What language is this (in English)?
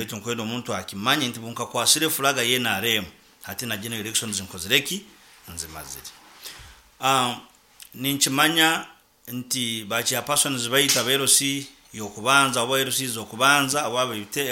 Nyoro